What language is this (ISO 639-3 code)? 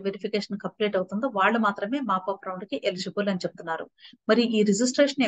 tel